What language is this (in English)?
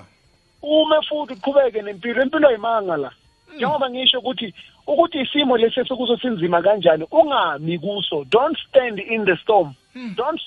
South Ndebele